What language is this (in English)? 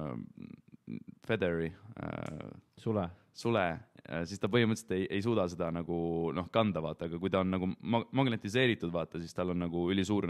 Estonian